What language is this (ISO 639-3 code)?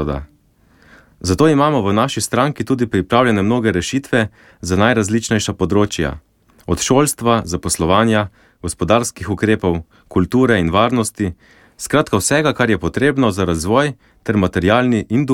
slv